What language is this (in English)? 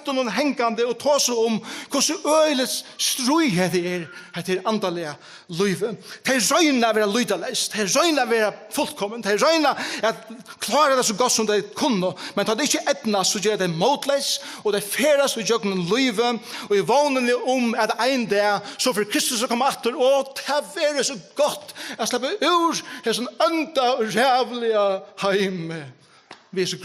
Faroese